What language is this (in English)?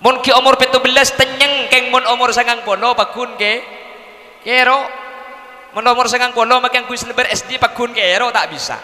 Madurese